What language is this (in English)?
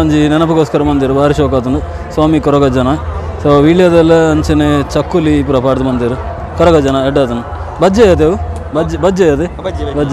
Tulu